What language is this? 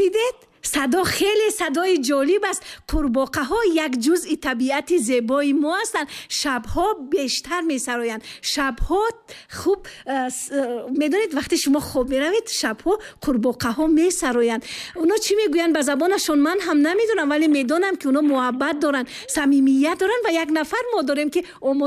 Tajik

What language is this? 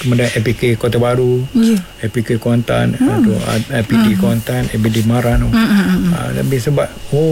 Malay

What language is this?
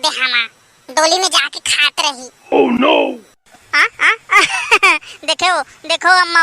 Chhattisgarhi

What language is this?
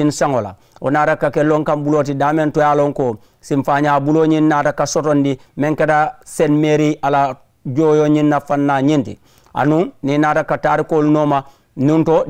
Mandingo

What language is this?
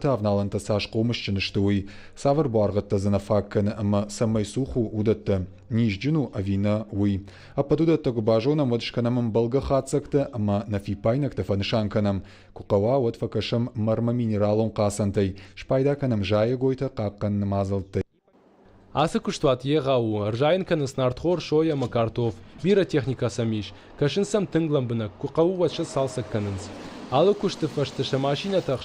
Ossetic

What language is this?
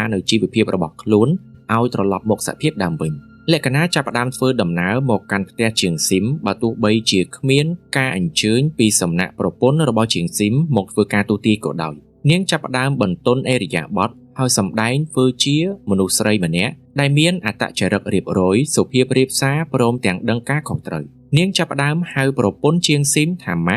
Khmer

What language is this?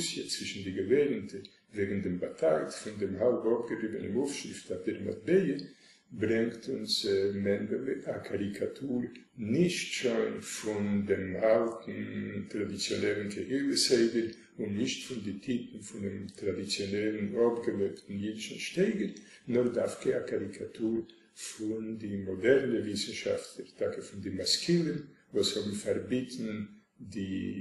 Yiddish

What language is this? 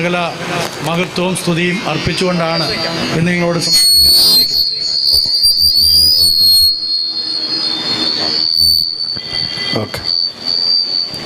Malayalam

